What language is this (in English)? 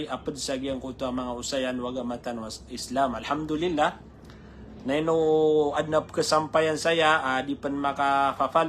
Maranao